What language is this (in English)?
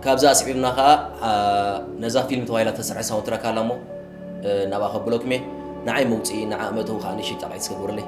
Tigrinya